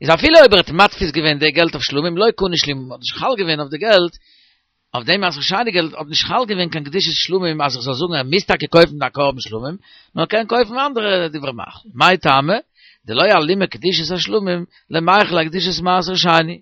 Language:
Yiddish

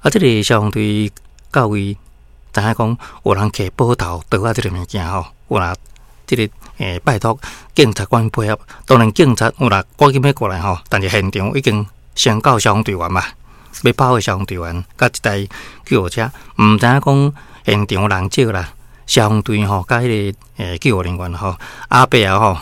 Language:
Min Nan Chinese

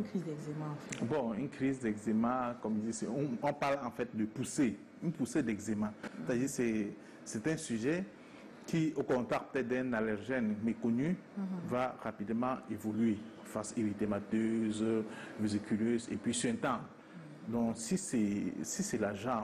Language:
French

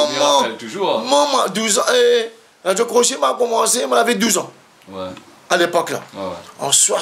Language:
Réunion Creole French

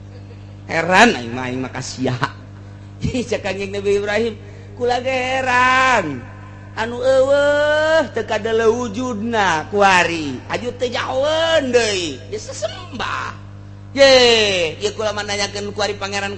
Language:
Sundanese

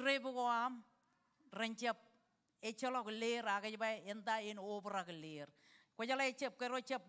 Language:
Marshallese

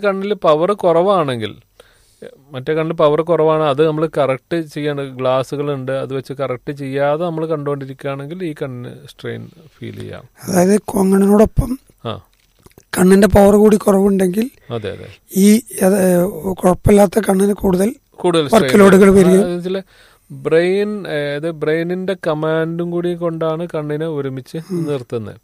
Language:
Malayalam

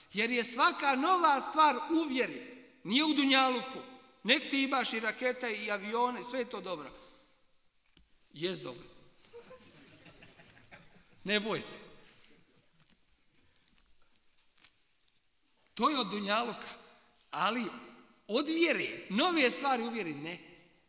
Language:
Bosnian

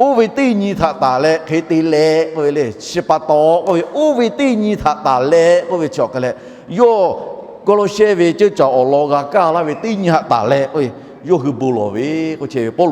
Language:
Lahu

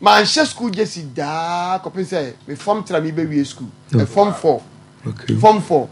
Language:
Akan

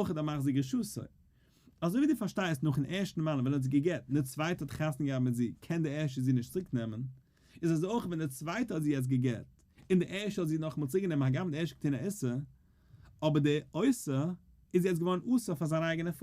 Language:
Yiddish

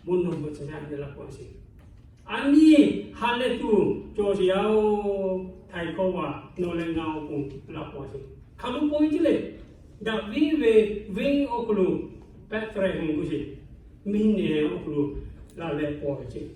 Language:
Lahu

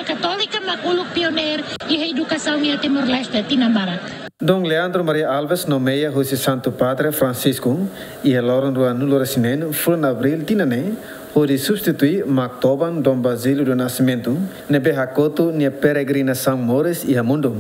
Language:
Tetum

